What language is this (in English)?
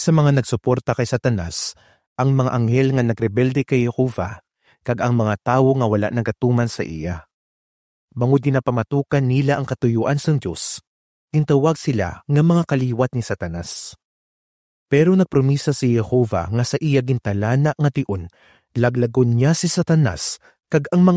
Hiligaynon